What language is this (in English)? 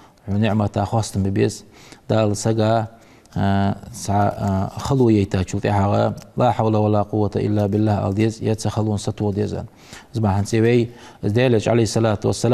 Ingush